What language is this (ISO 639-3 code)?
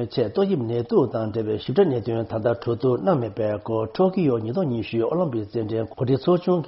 bod